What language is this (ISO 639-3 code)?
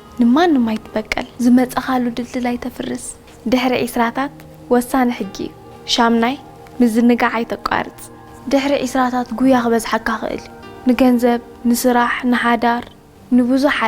tir